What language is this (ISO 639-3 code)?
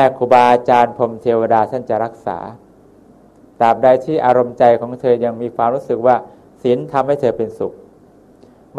tha